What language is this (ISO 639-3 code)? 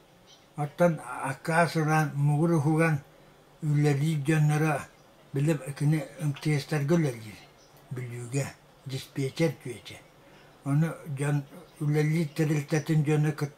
sah